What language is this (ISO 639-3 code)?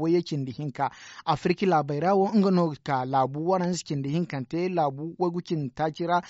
dje